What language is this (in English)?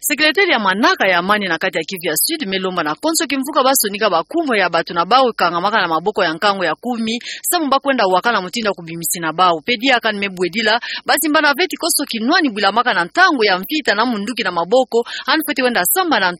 Kituba (Democratic Republic of Congo)